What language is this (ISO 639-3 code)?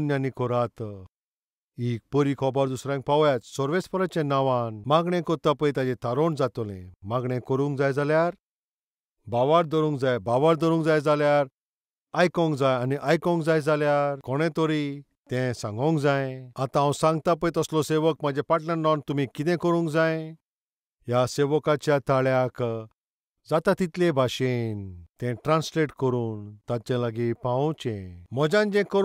kok